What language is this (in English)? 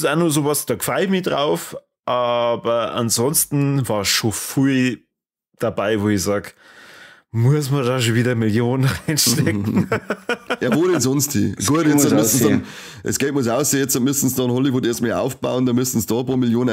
Bavarian